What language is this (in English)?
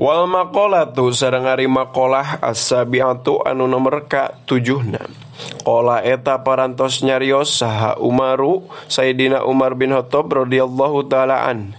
Sundanese